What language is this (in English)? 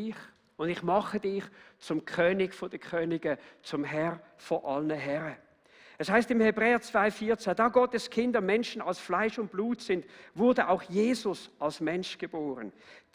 Swiss German